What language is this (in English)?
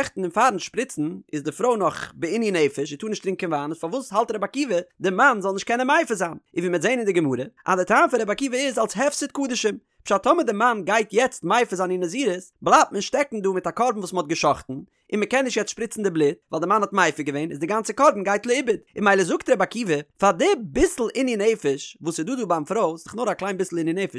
Yiddish